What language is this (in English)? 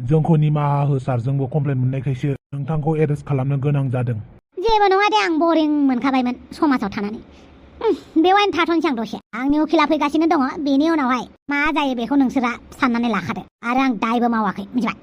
Bodo